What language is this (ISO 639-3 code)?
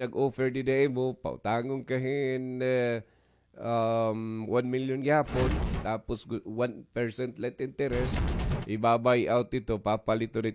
war